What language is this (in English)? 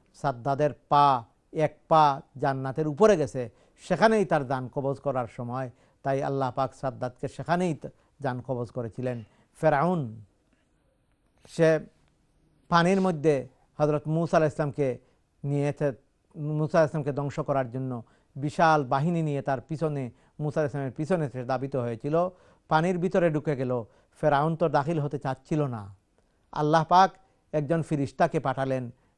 Bangla